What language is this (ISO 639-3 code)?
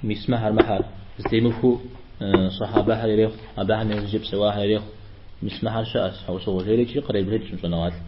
kbd